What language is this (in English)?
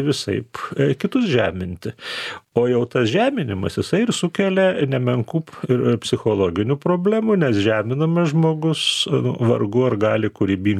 Lithuanian